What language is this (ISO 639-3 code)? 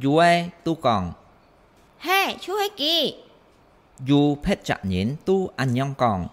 hak